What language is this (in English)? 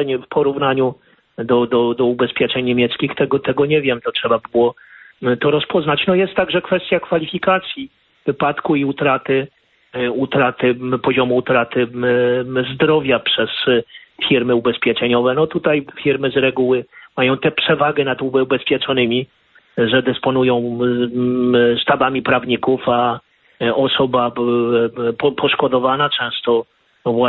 Polish